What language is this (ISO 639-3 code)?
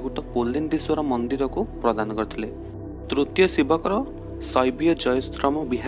ori